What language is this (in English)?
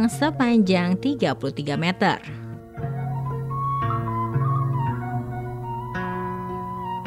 Indonesian